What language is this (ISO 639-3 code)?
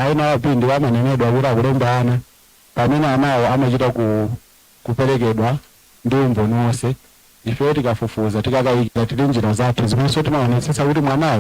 nya